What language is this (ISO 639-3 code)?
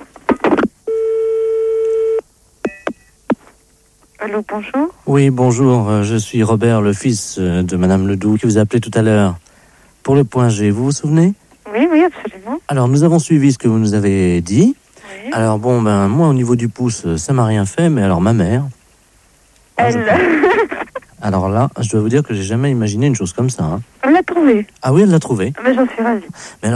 fra